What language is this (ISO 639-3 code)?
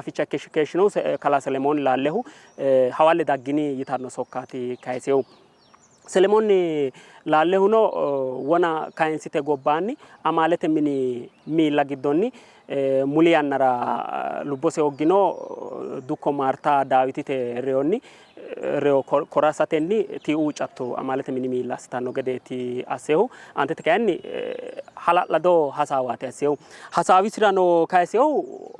sid